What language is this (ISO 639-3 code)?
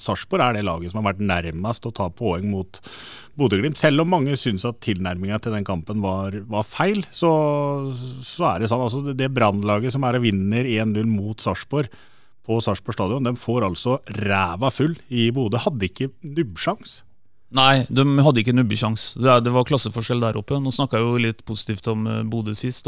nor